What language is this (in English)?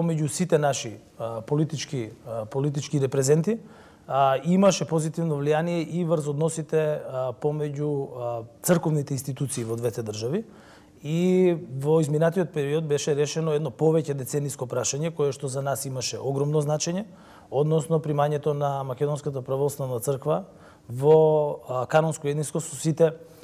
Macedonian